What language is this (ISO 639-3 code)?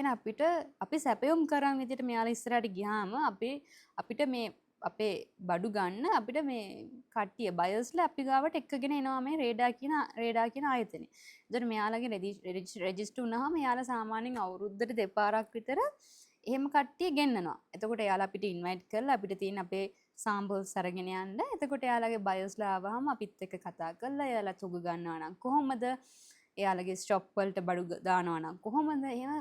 sin